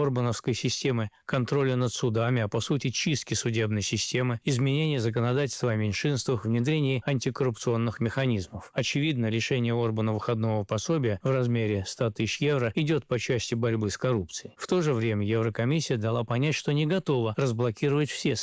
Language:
Russian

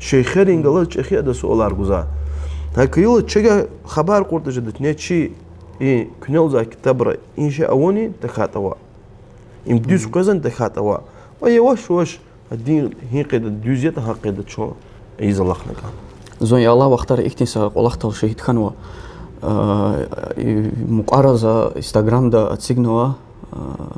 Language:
Lezghian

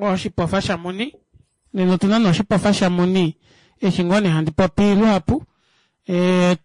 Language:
Kuanyama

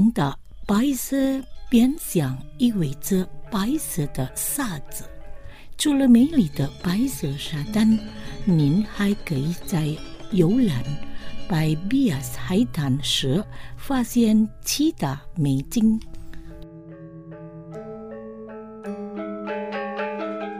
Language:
Chinese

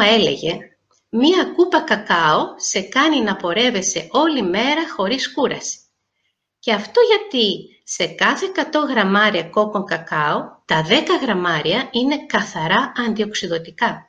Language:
Greek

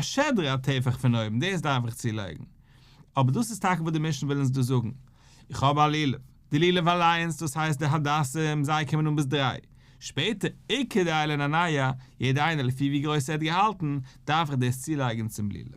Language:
Yiddish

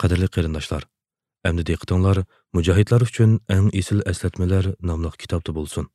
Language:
Uyghur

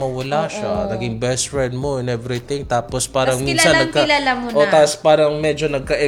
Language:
Filipino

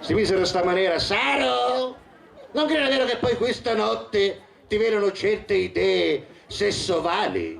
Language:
Sicilian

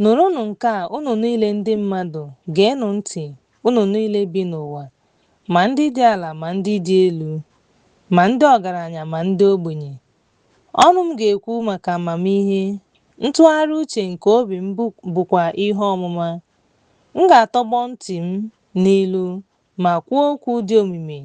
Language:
Igbo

